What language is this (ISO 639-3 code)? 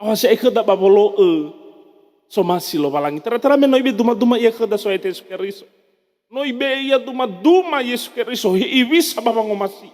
nia